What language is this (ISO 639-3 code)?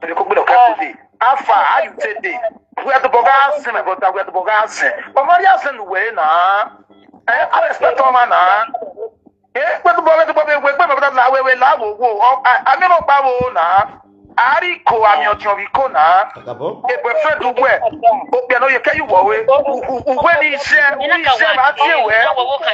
pcm